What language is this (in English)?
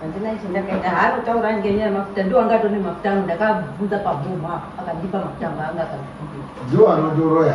Shona